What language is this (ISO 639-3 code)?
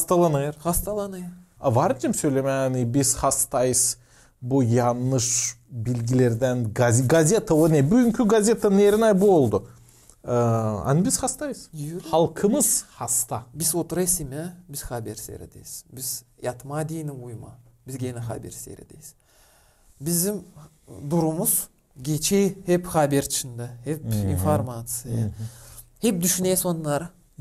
gag